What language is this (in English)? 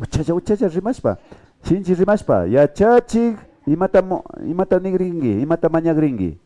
Imbabura Highland Quichua